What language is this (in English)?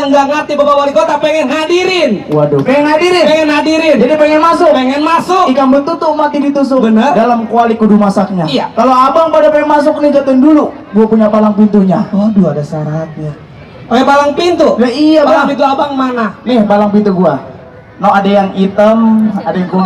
Betawi